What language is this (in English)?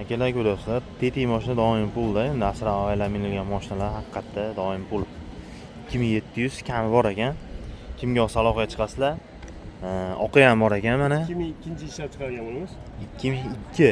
Uzbek